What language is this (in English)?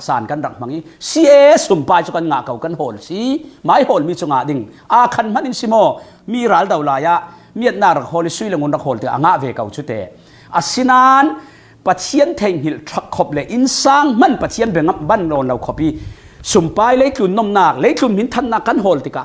Falam Chin